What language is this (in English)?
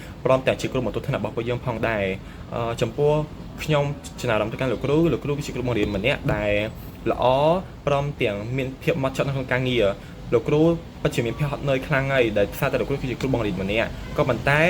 Khmer